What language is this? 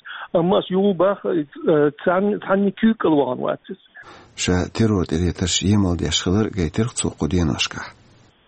Chechen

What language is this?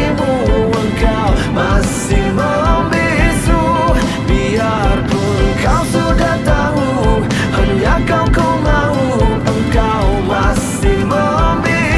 Indonesian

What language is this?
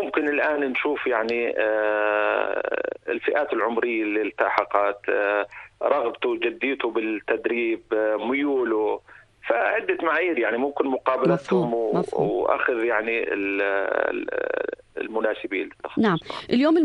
North Levantine Arabic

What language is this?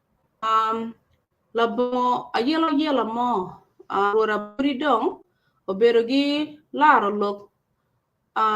Acoli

